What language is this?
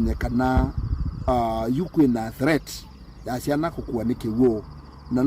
Kamba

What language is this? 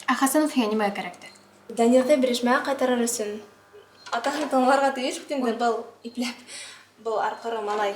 Bashkir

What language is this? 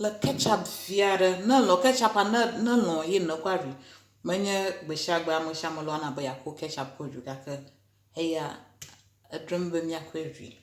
Ewe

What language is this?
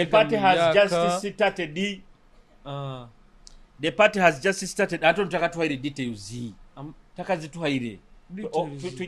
Nyoro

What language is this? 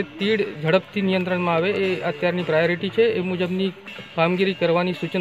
Gujarati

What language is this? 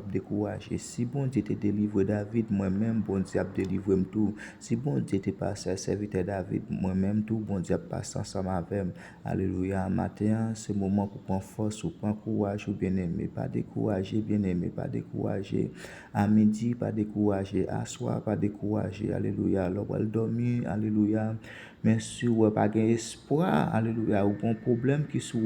Haitian Creole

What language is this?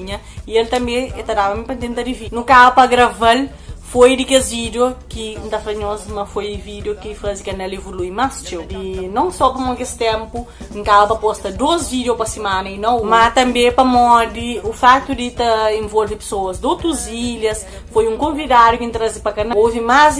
Kabuverdianu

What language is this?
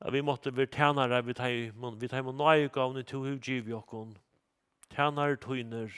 Faroese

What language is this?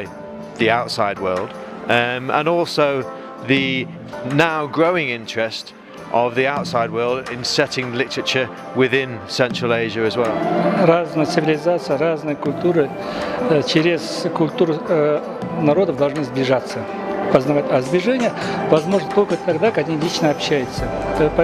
Russian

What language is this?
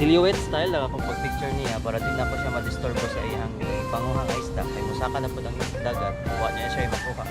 Cebuano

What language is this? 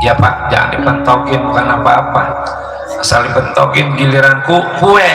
Betawi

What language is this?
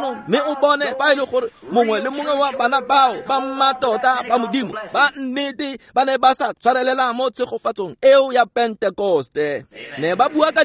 Tswana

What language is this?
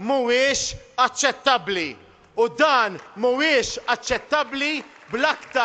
Maltese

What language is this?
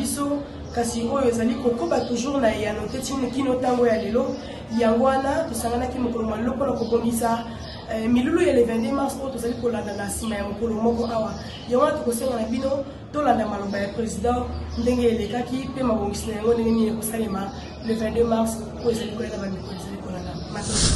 Lingala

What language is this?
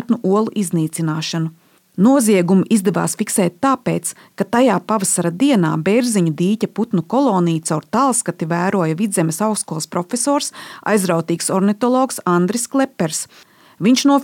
Latvian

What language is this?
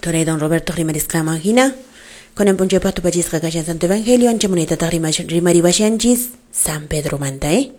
Quechua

